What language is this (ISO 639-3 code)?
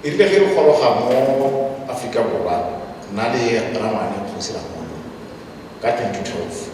tsn